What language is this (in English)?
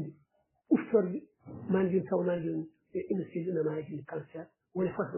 Fula